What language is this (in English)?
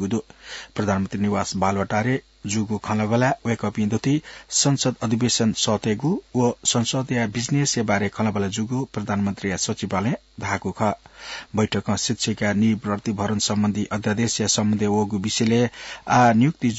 Newari